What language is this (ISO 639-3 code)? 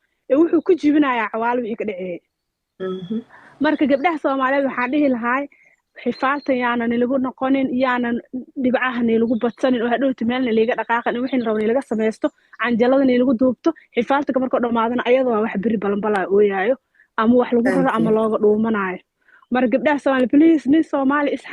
som